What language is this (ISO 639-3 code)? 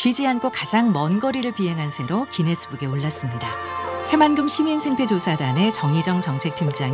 kor